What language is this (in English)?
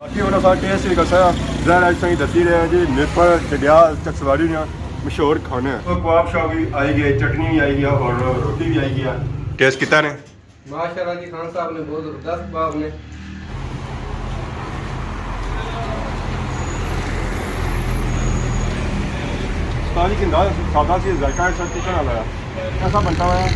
Pahari-Potwari